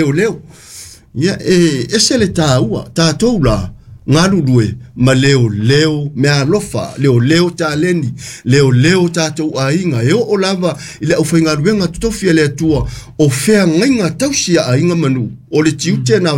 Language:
Samoan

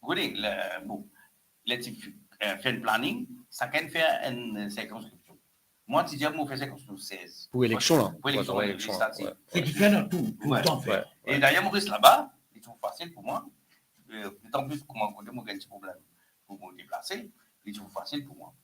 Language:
Morisyen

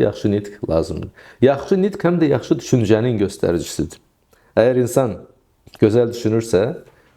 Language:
Azerbaijani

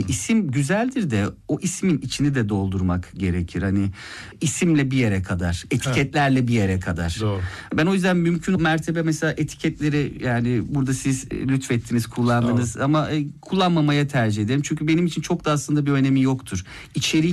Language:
Turkish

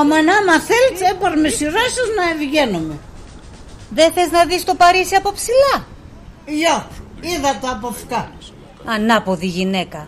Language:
Pontic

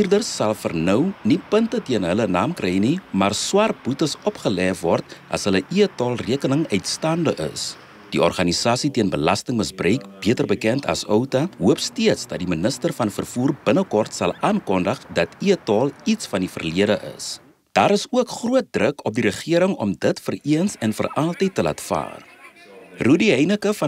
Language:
Afrikaans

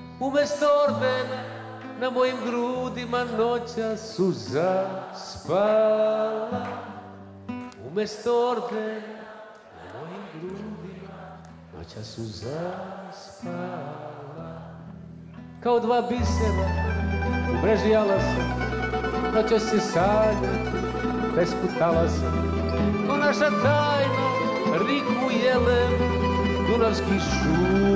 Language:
Serbian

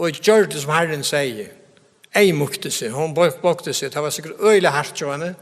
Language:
Faroese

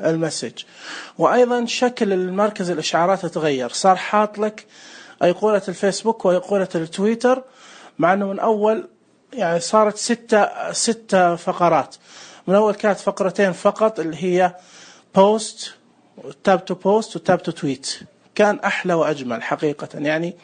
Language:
Najdi Arabic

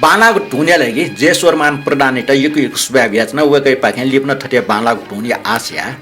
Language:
Newari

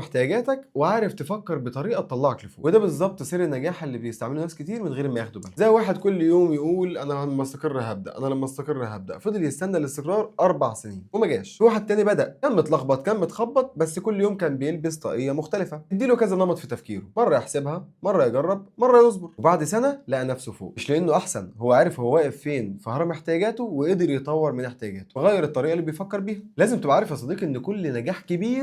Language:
Egyptian Arabic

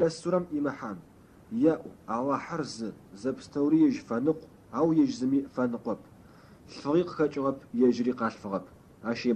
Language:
Adyghe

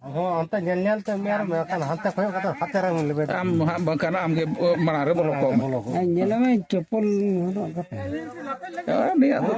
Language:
Santali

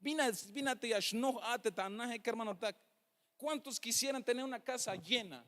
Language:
Tzeltal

